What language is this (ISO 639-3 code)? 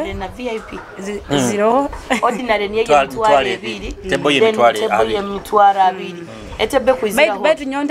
nyo